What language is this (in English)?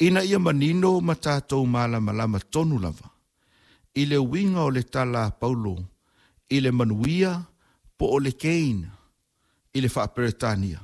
Samoan